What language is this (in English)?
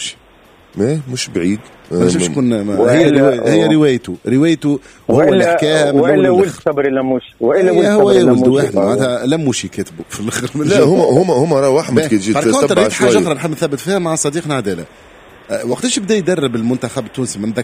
Tunisian Arabic